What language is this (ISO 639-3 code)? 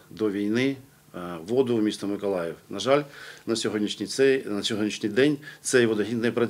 ukr